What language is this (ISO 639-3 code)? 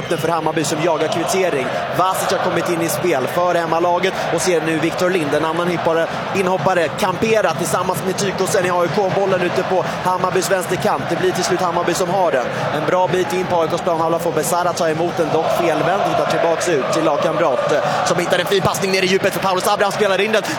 swe